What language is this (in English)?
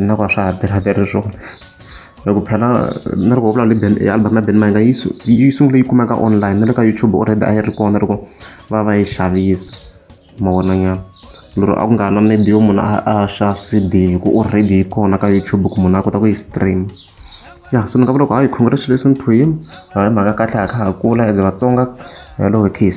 Tsonga